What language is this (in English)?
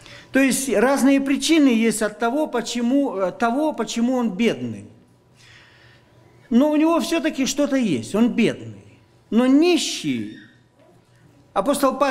Russian